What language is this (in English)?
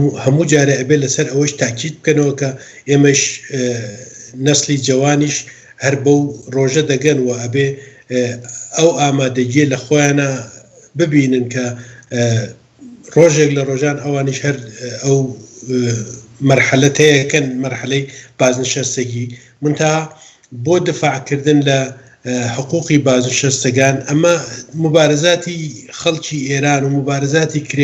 Central Kurdish